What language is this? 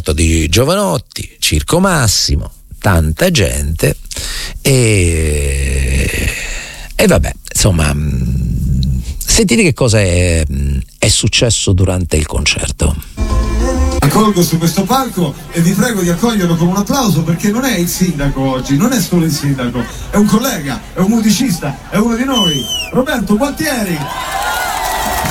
Italian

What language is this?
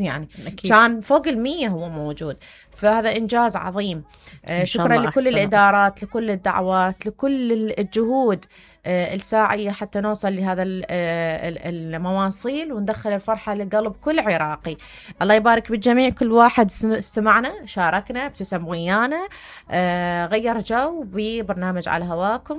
Mesopotamian Arabic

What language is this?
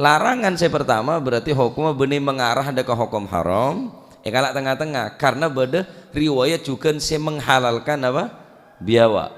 Madurese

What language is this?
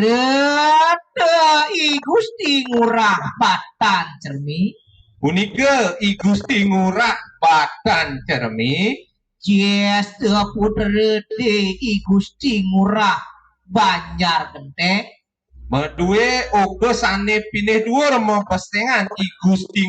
Balinese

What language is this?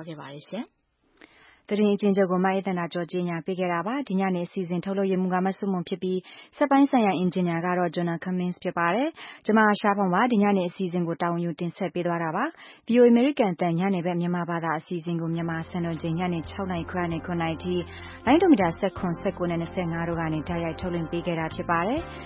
Burmese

